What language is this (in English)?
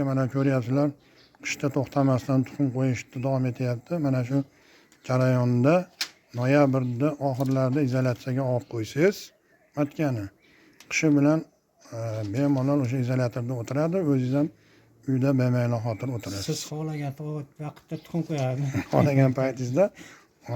Uzbek